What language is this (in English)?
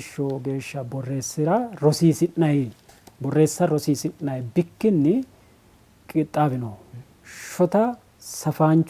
Sidamo